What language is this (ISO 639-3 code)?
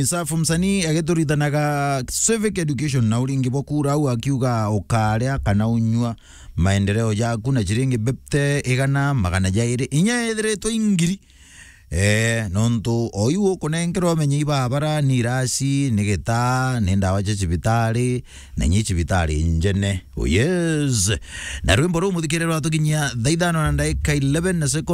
mer